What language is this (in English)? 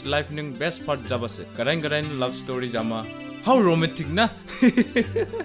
Dimasa